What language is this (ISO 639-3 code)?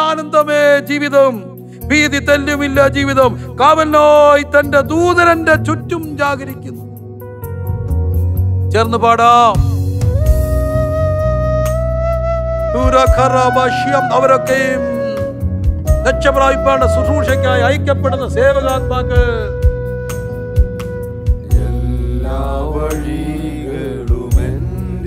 mal